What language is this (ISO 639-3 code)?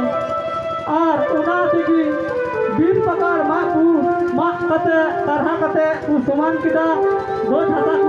sat